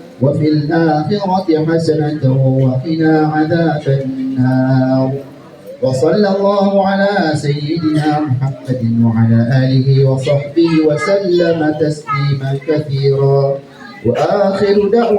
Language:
Maranao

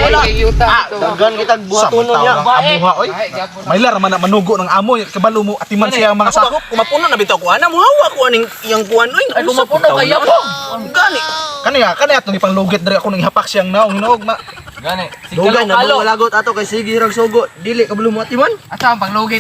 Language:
Cebuano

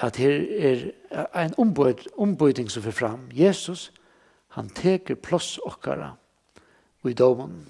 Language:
Faroese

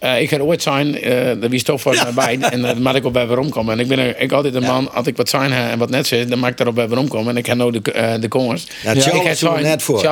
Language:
Western Frisian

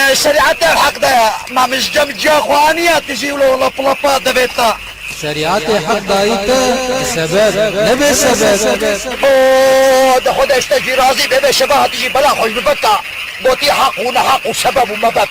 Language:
Kurdish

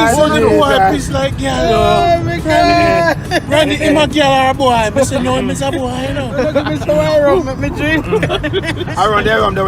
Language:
Jamaican Creole English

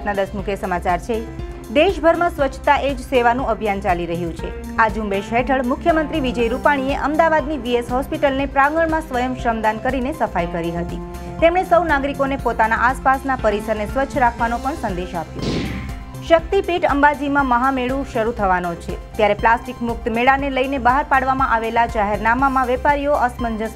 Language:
Gujarati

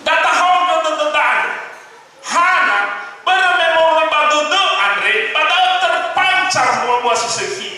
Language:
Nias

